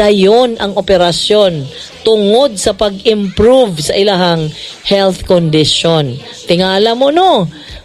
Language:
Cebuano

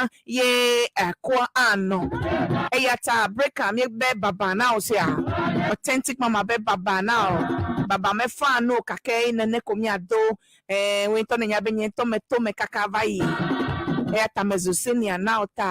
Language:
Ewe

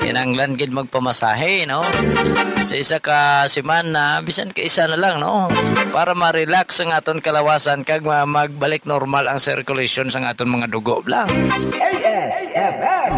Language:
Hiligaynon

